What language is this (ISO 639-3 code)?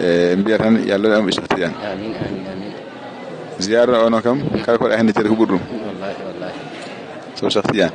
ful